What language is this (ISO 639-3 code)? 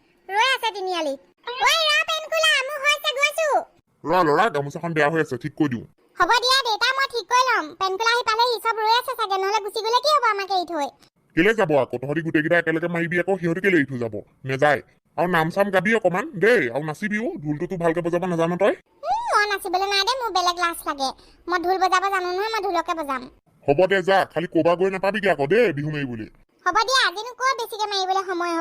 asm